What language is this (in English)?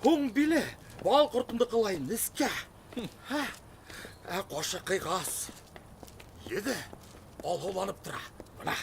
Bashkir